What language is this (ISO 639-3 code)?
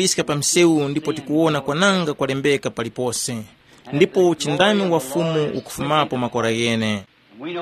tum